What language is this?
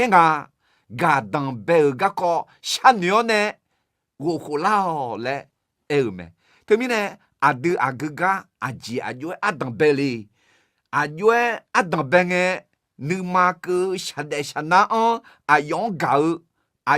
Akha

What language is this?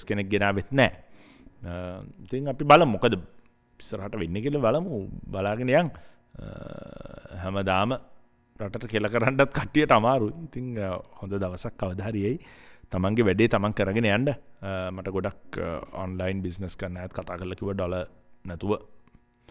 Sinhala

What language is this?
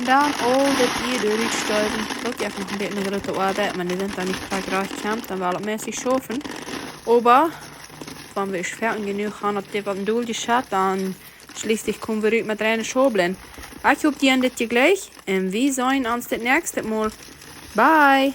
Plautdietsch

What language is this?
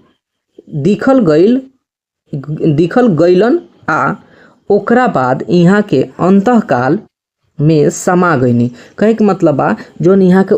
Bhojpuri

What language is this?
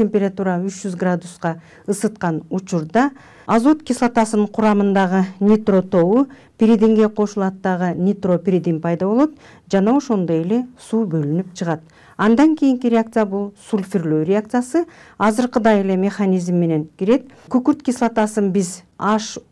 Kyrgyz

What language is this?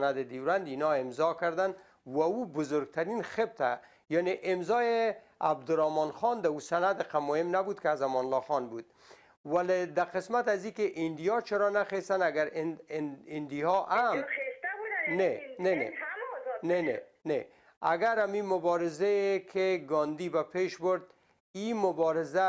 Persian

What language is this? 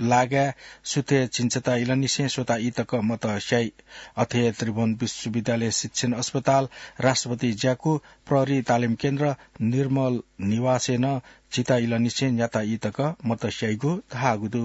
Newari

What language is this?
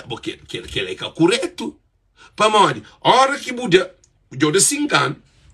Kabuverdianu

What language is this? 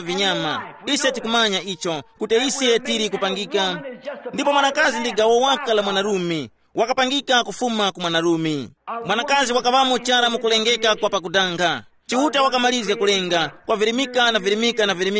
Tumbuka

